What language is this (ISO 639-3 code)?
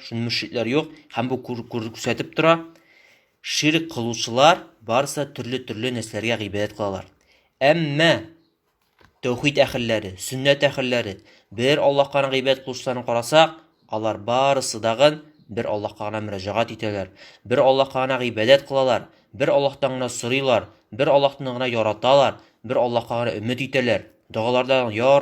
tat